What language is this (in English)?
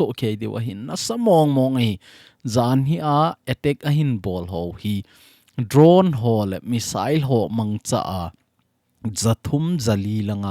Thado Chin